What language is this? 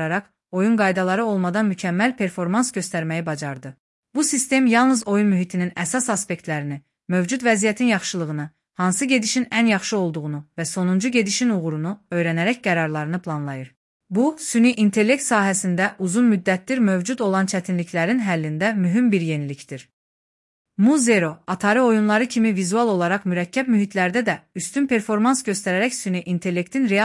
Azerbaijani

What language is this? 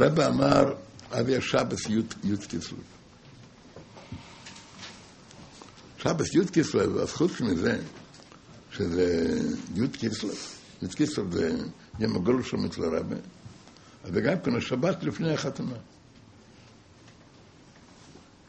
Hebrew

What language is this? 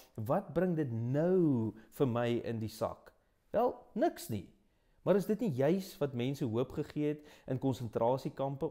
Afrikaans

